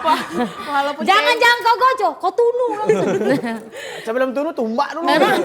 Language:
Musi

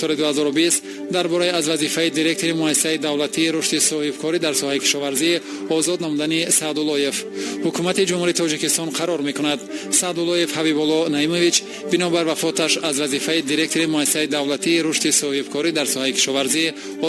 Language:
Tajik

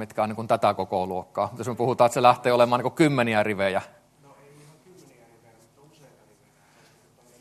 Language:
Finnish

